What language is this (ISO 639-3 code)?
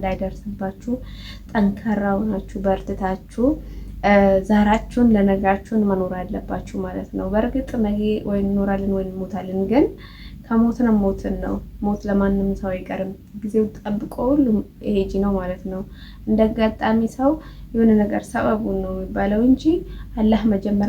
amh